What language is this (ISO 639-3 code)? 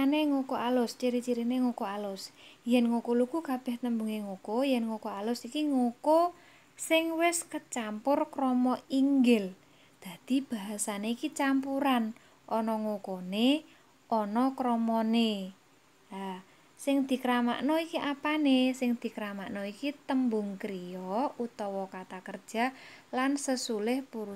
jav